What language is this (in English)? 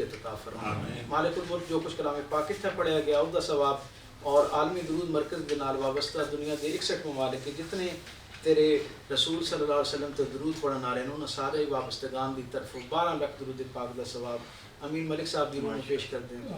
Western Panjabi